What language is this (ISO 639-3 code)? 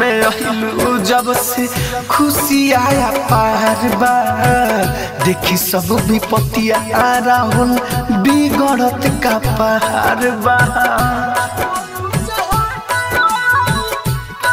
bho